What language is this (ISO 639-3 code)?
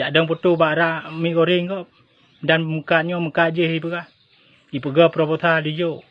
ace